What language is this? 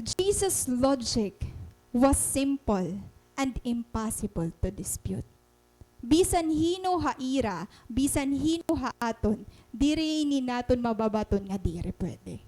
Waray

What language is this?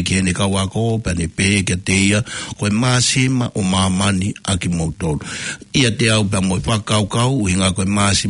Tongan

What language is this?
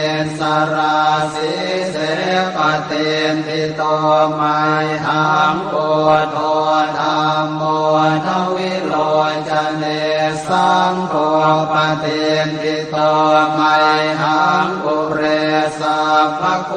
Pali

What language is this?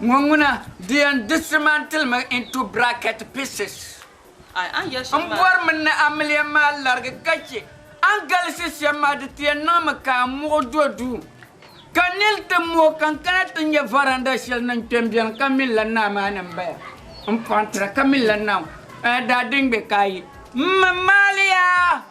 Dagbani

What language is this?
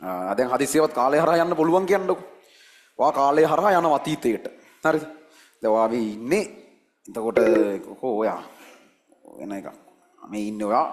Sinhala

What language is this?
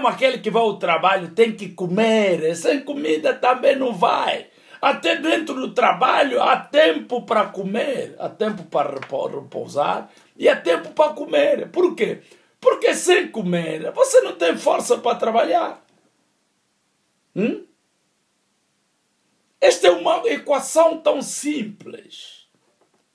Portuguese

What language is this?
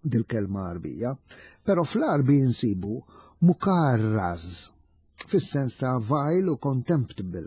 Maltese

